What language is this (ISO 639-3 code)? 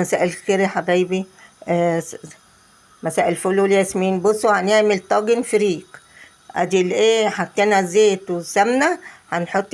arz